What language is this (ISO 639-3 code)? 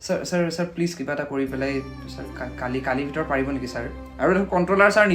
asm